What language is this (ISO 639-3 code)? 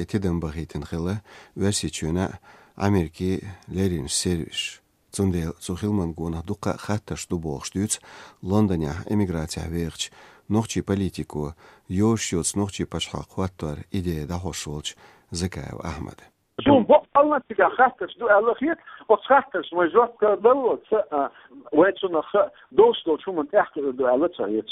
che